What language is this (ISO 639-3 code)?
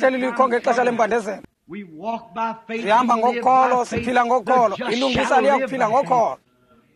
xho